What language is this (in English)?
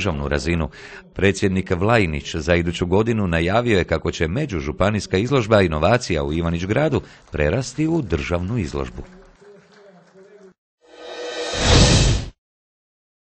Croatian